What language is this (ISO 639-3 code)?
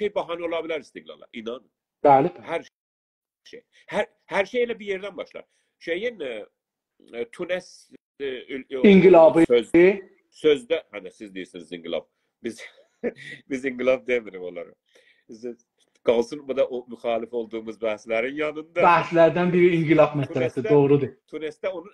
azb